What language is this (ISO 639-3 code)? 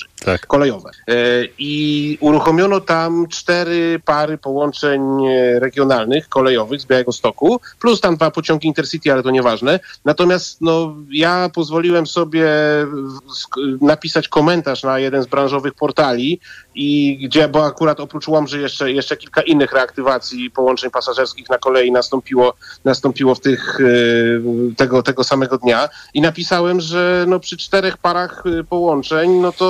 pol